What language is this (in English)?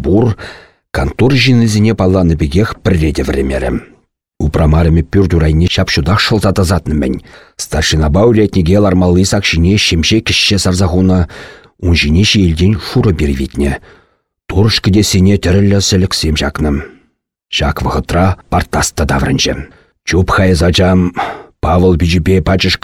Chuvash